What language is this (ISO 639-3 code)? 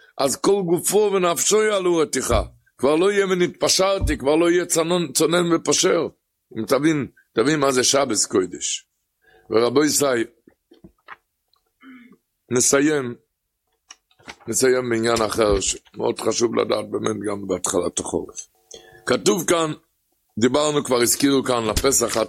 heb